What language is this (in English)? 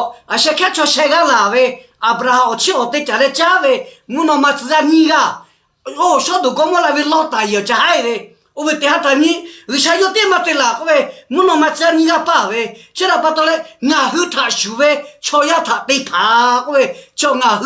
Lahu